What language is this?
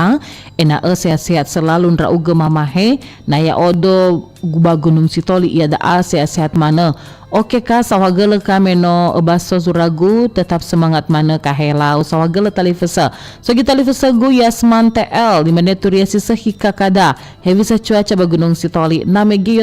Nias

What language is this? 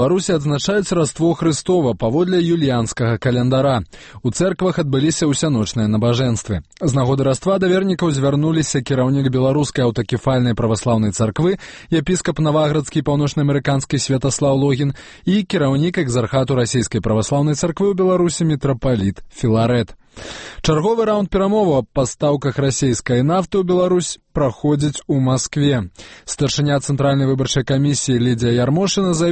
Belarusian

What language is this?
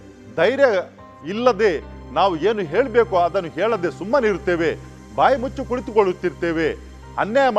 Kannada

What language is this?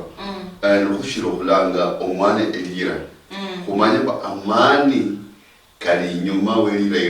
Luyia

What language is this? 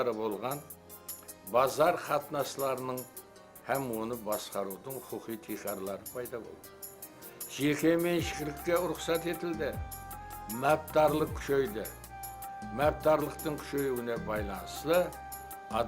Kara-Kalpak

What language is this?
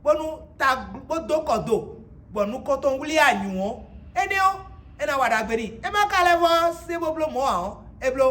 Fon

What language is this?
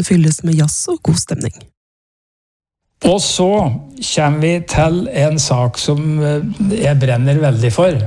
Norwegian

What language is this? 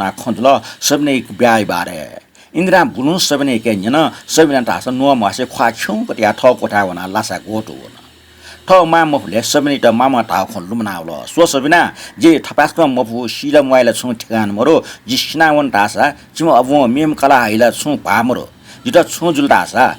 Newari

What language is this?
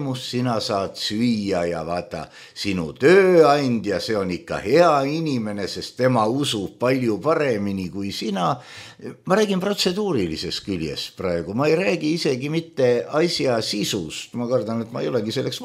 Estonian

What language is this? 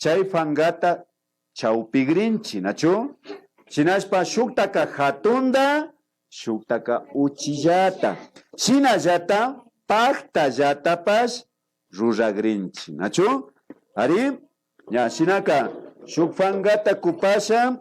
Imbabura Highland Quichua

